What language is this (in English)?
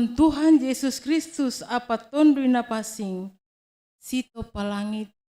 Batak Simalungun